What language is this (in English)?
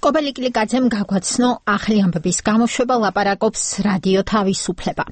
Georgian